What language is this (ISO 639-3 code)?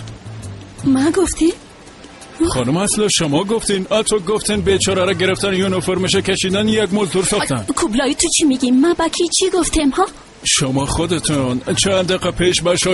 fas